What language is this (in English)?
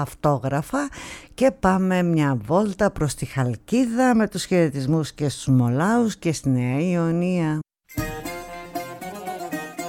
Greek